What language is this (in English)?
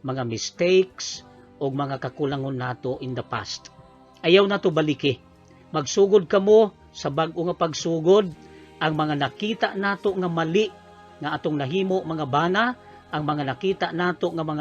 Cebuano